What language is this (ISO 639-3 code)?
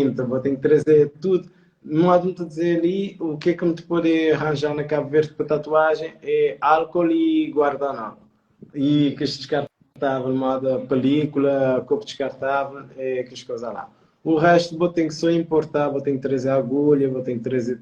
kea